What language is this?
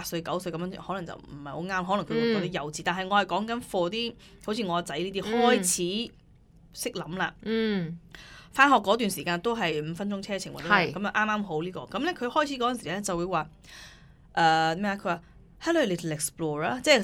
Cantonese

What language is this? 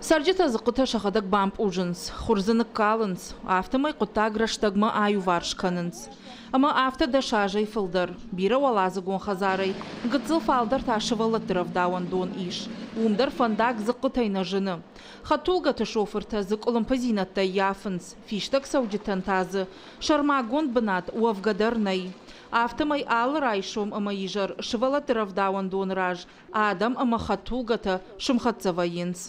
Ossetic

